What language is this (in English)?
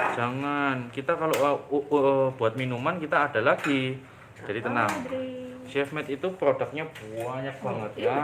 Indonesian